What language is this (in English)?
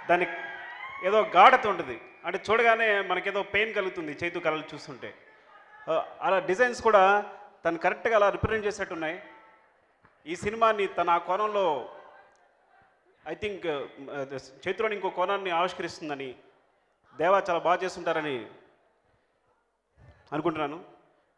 Telugu